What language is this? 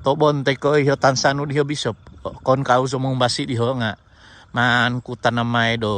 Central Dusun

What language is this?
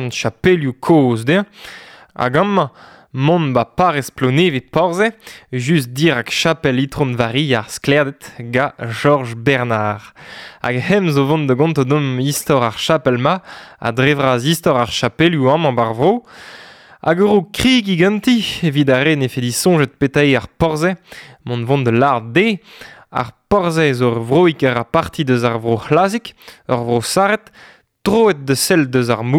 Breton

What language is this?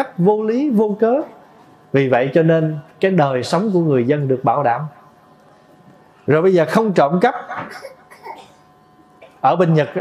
Vietnamese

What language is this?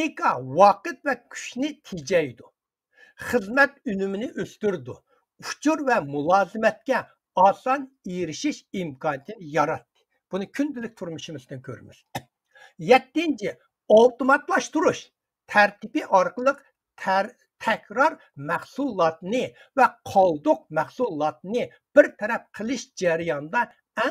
Uyghur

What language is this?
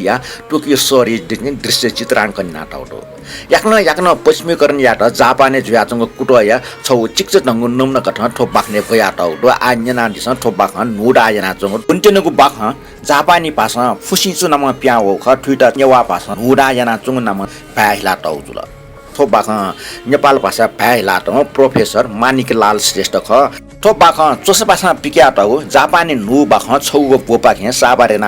Newari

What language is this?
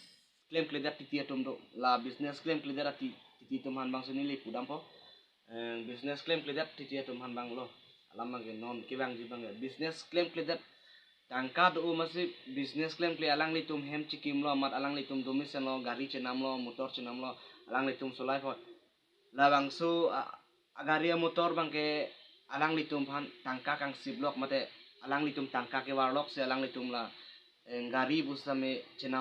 Karbi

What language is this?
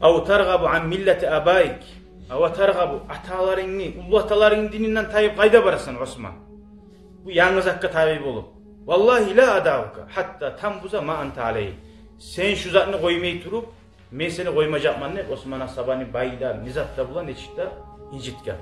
Kumyk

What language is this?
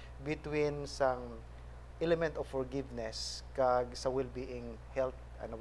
Hiligaynon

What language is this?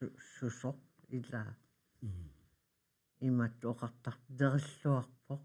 Kalaallisut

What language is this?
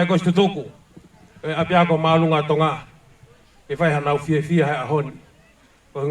Tongan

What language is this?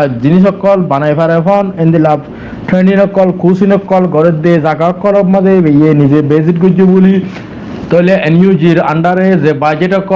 Rohingya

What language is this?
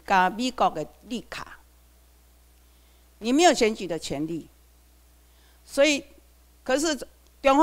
Chinese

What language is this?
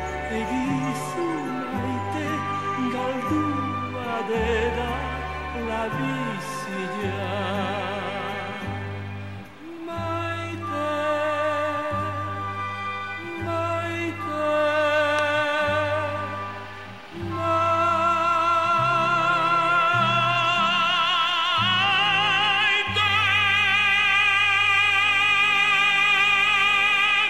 Basque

